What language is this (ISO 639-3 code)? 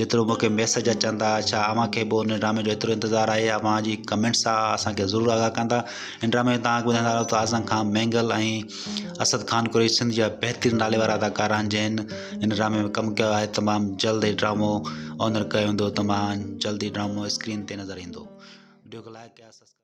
snd